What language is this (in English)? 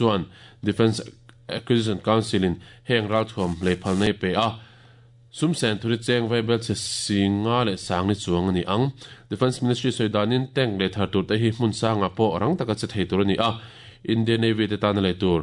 Mizo